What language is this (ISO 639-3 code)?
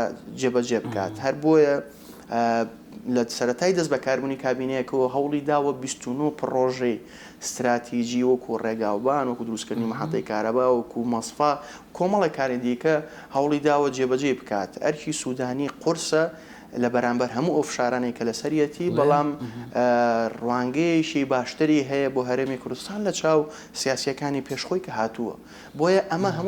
ckb